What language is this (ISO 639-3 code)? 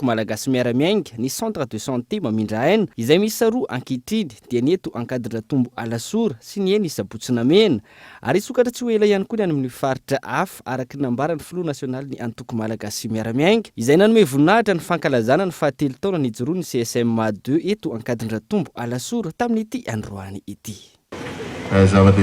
mlg